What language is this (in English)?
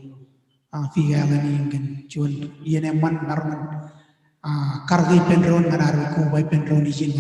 Marshallese